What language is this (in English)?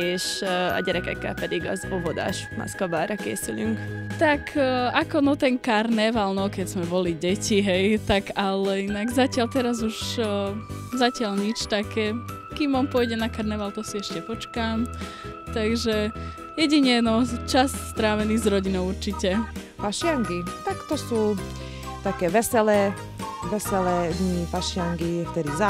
Slovak